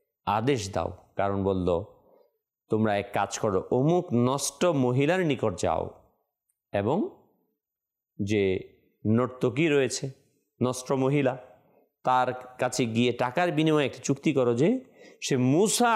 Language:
Bangla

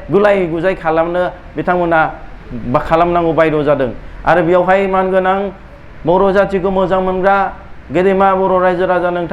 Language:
Bodo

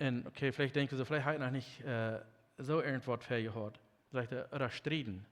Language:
Plautdietsch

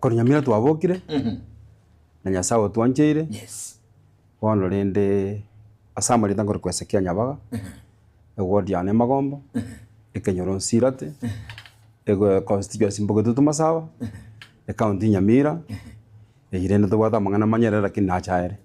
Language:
Gusii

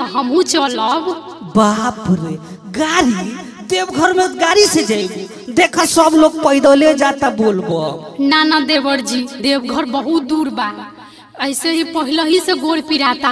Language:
Bhojpuri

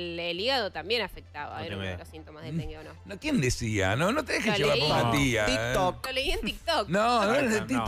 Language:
Spanish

